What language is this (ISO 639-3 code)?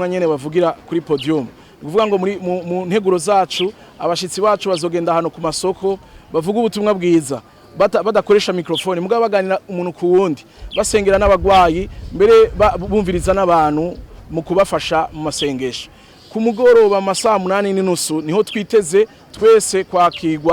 run